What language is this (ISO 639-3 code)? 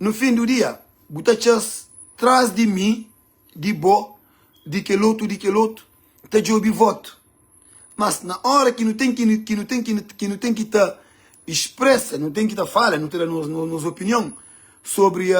kea